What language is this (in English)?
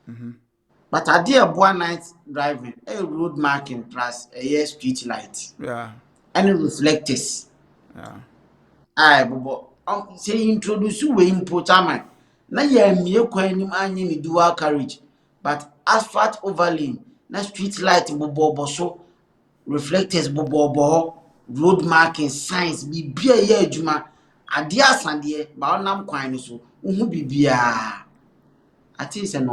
Akan